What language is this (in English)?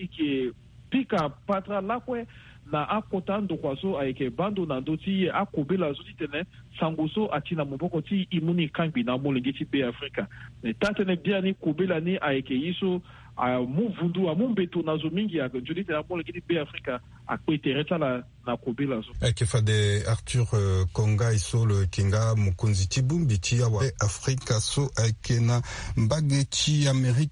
Sango